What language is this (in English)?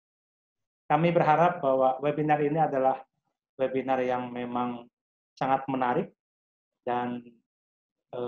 Indonesian